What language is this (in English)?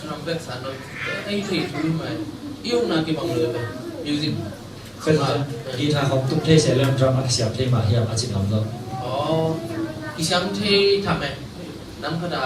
Tedim Chin